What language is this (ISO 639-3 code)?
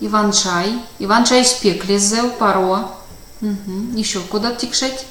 myv